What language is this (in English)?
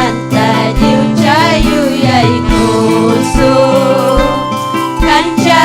Ayacucho Quechua